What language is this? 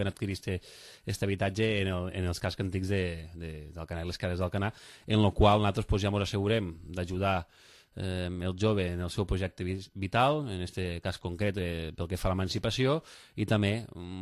Catalan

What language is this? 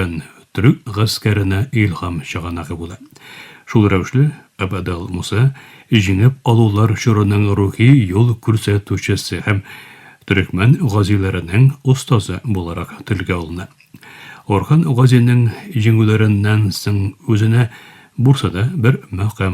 Tatar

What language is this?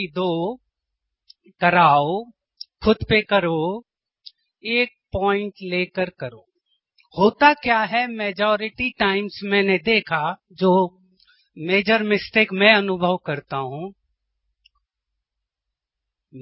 Hindi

